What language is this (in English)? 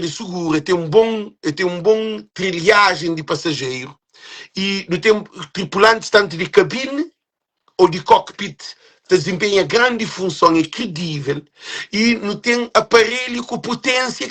Kabuverdianu